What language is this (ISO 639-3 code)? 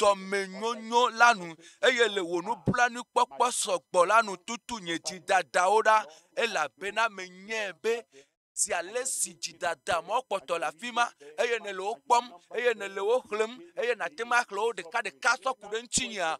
ewe